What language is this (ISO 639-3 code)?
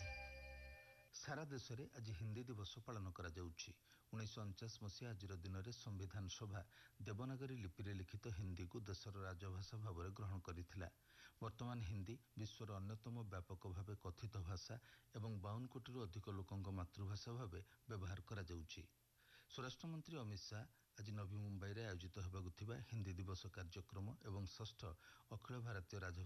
ori